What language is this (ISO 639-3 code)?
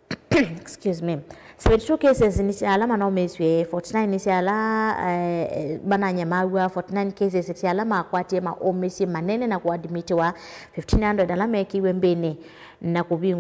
kam